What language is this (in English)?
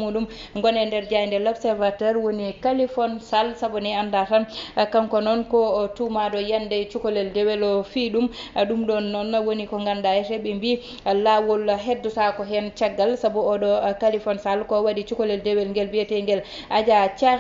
Fula